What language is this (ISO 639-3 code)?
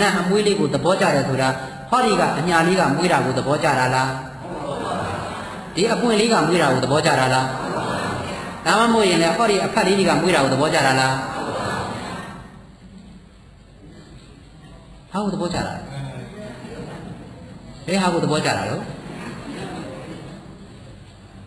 mya